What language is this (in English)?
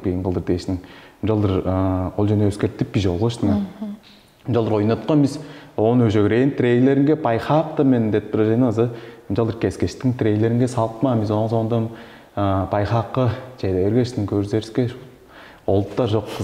Tuvinian